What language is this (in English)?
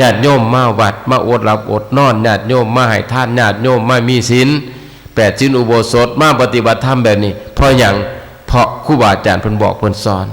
Northeastern Thai